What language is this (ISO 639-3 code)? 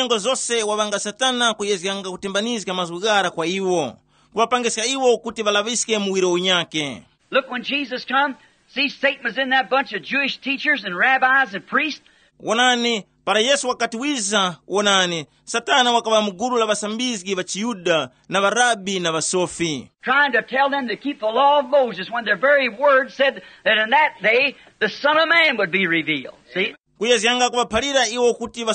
tum